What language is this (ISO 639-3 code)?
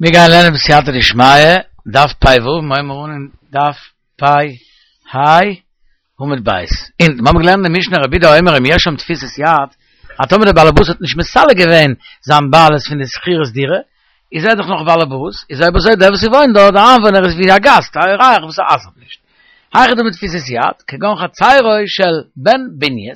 yid